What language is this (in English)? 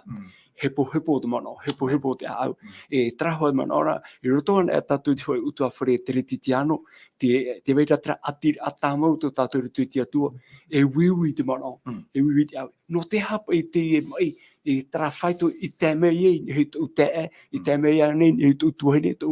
Tahitian